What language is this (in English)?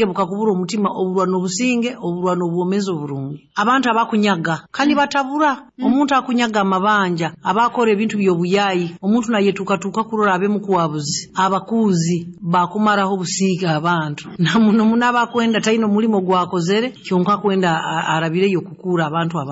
Nyoro